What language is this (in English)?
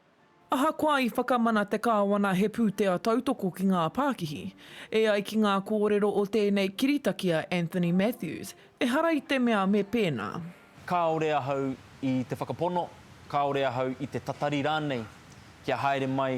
Māori